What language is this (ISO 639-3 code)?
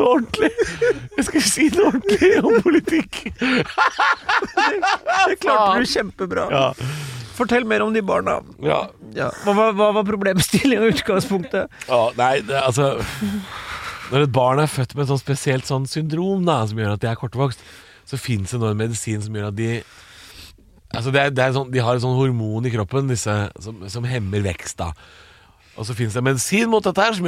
nor